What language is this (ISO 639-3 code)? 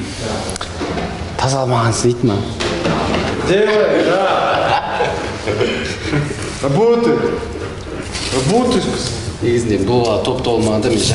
kaz